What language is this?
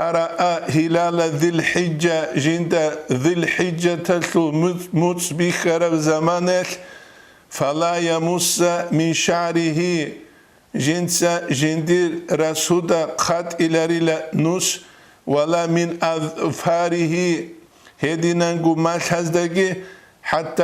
Avaric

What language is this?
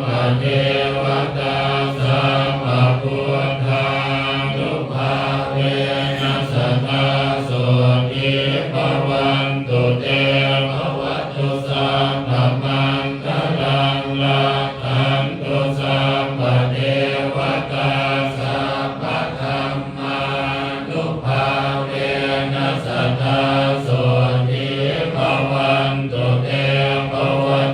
Pali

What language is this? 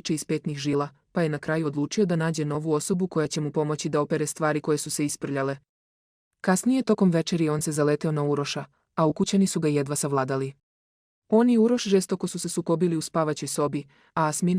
Serbian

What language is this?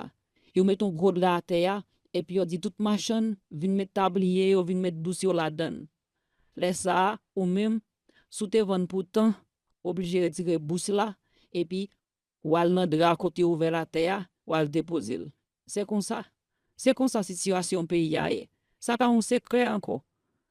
Haitian Creole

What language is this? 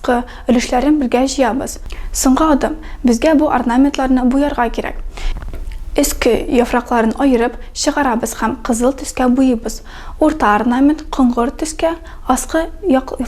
Tatar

